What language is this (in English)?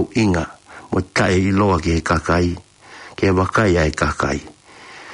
Tongan